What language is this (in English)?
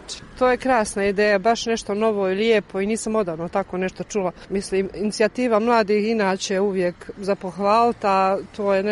Croatian